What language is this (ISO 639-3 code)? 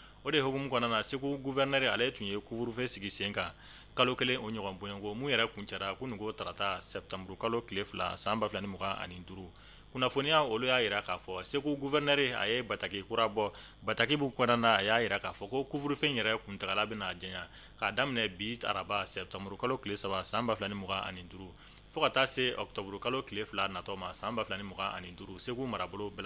bam